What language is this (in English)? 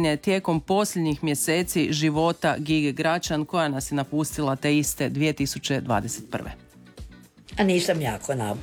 Croatian